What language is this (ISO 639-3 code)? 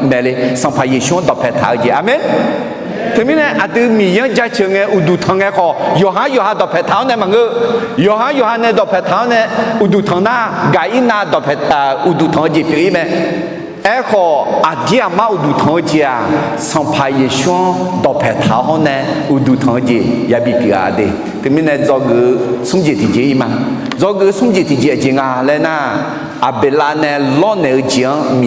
ahk